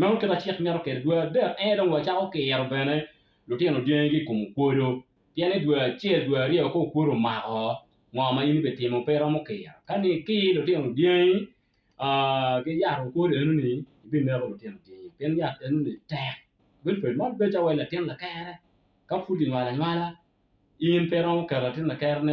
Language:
Acoli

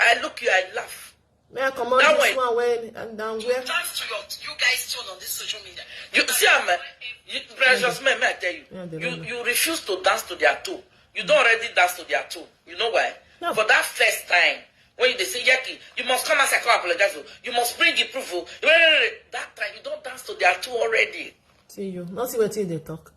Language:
Nigerian Pidgin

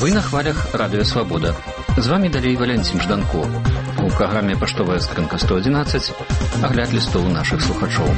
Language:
Belarusian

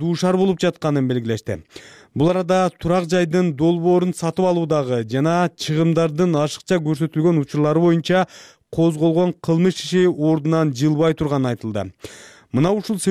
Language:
Kyrgyz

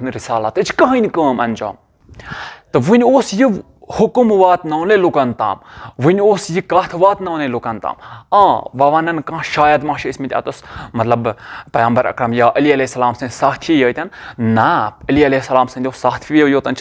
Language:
Kashmiri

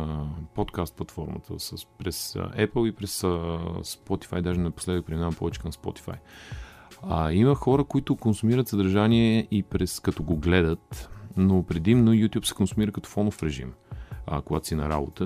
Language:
Bulgarian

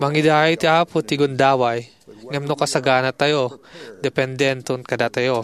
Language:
Iloko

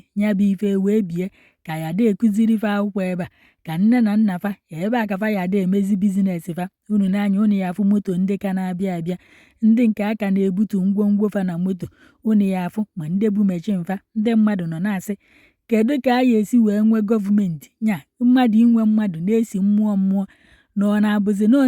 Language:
Igbo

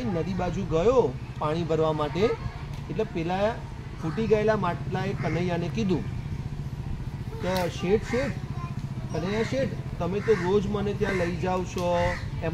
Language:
Gujarati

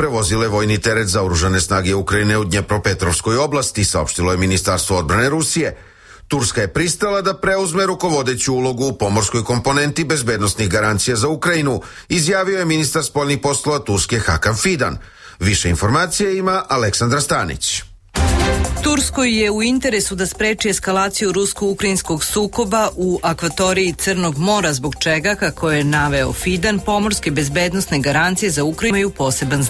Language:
Serbian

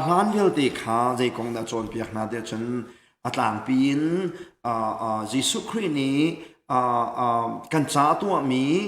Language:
Hakha Chin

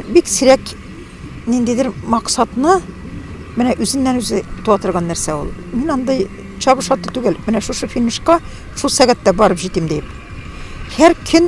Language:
Tatar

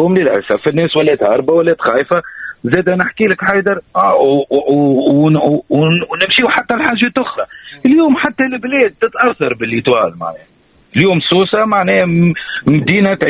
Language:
Tunisian Arabic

